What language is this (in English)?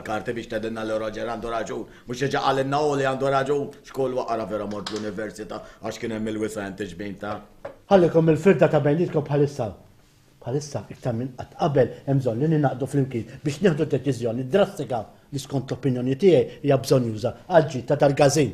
Maltese